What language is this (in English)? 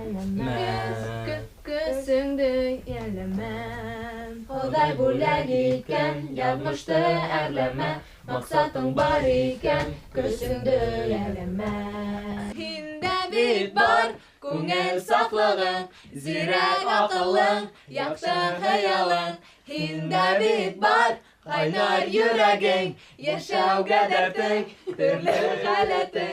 Bashkir